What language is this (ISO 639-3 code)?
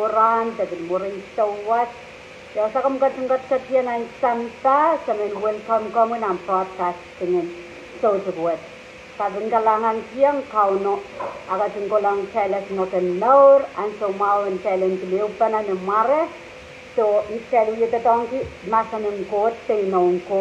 pon